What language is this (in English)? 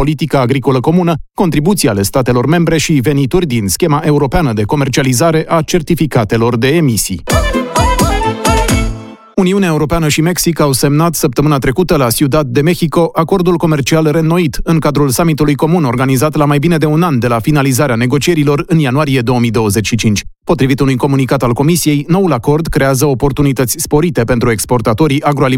Romanian